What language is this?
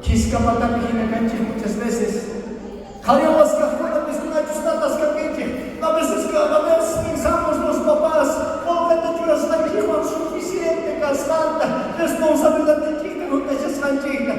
South Bolivian Quechua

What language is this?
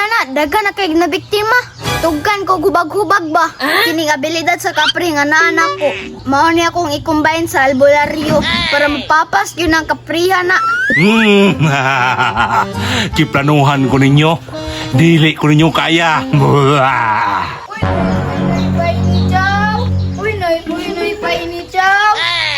Cebuano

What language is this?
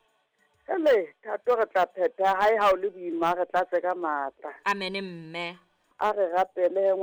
Southern Sotho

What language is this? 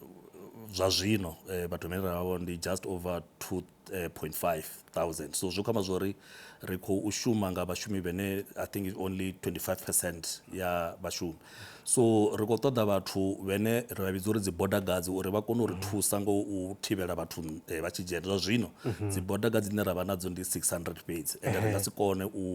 Venda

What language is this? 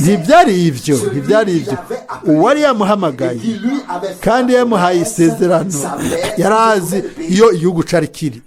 Rundi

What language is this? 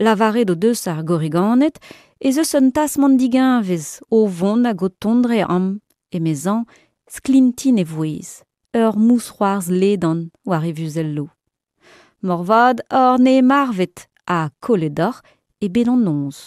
Breton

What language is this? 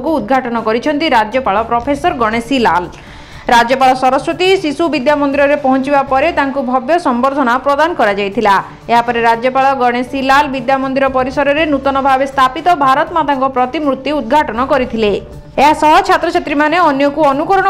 Odia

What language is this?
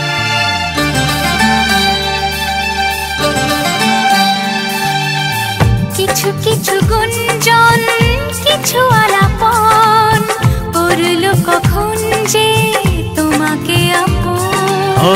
Bangla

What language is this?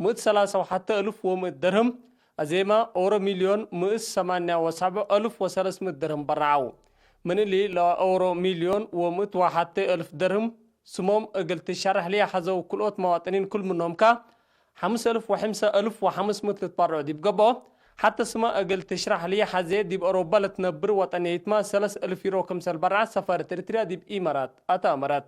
Tigre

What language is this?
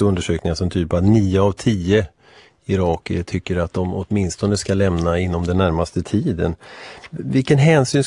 Swedish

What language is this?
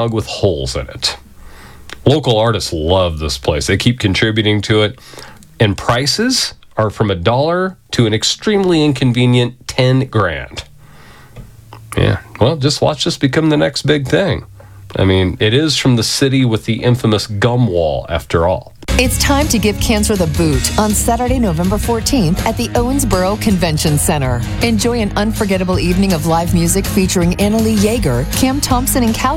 English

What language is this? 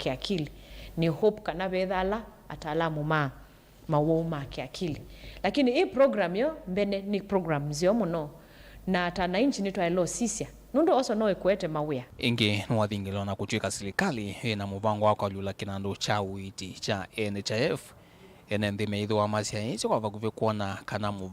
Kamba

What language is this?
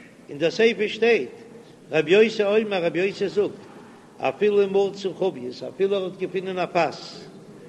Yiddish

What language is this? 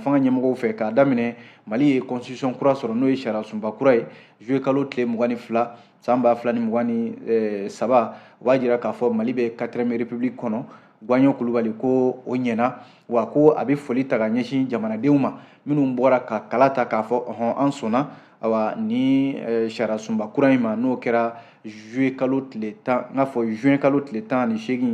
Bambara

